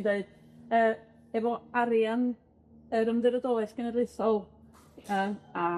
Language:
Welsh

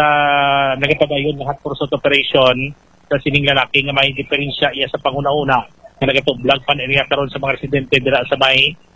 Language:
Hiligaynon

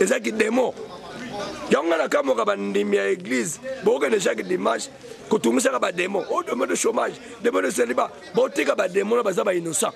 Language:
Lingala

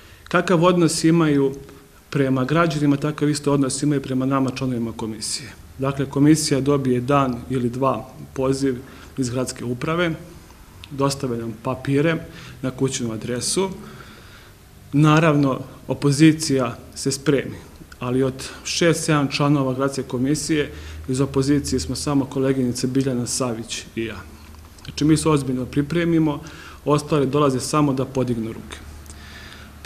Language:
Serbian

